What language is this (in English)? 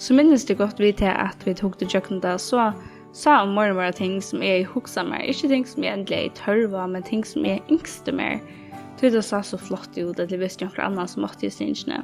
Faroese